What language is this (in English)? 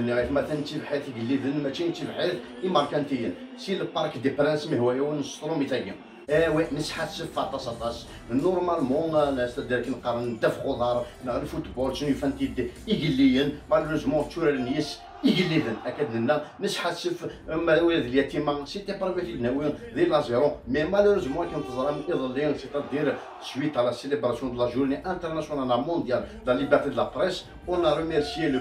Kabyle